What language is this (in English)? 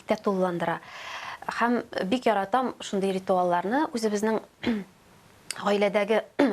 Tatar